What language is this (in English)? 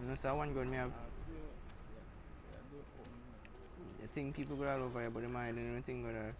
Jamaican Creole English